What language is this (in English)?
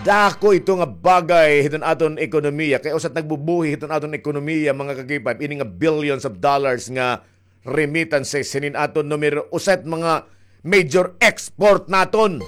Waray